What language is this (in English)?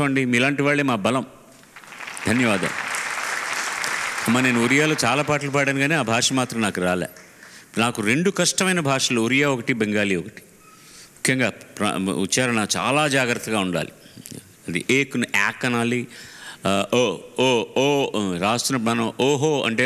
Telugu